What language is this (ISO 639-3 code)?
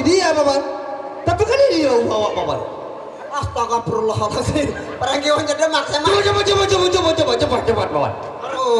sas